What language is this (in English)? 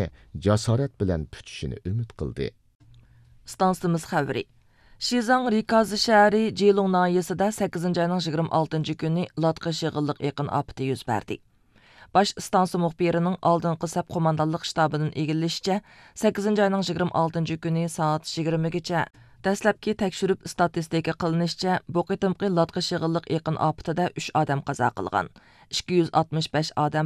Uyghur